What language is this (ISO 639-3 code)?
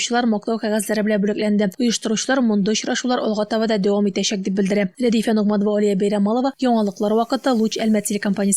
tat